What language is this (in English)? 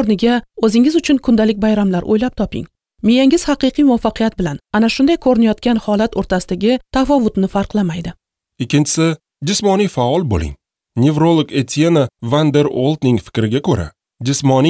Uzbek